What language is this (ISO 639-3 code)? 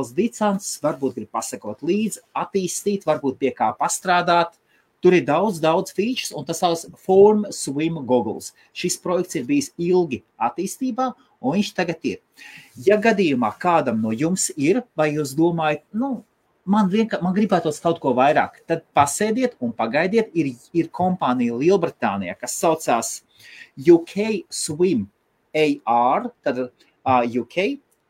lav